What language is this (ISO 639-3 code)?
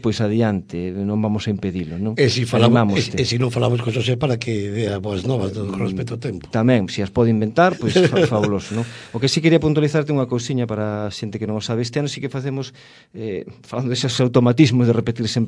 glg